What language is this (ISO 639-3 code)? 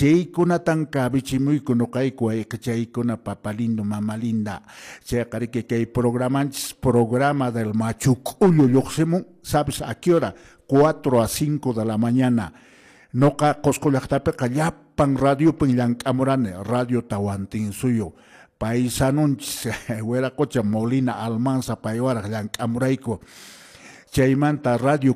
que